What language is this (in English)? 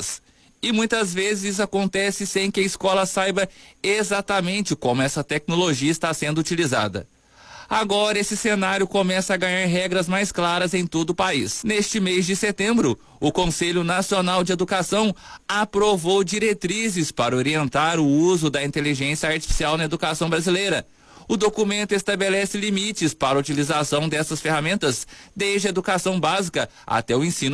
Portuguese